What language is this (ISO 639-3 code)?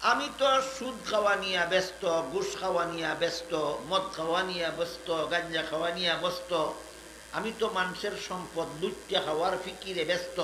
syl